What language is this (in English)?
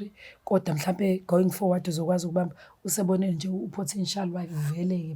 Zulu